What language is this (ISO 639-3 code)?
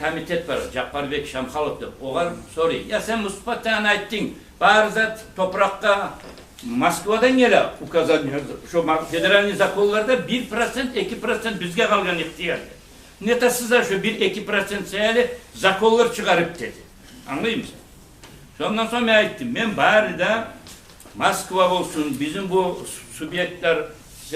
kum